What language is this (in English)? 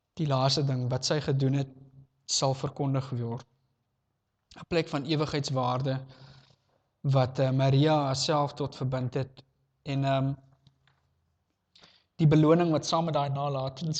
Afrikaans